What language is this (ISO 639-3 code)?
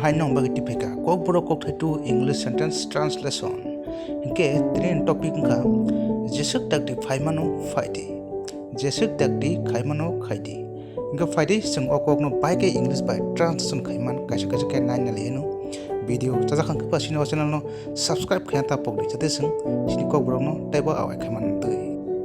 trp